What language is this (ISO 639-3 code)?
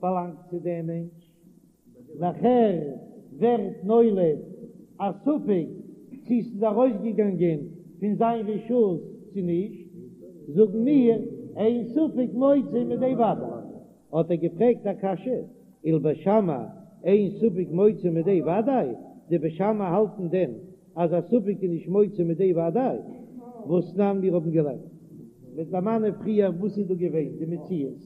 yid